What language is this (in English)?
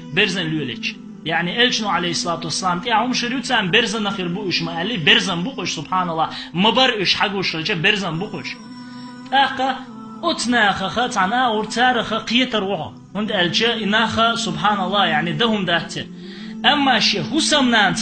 Chechen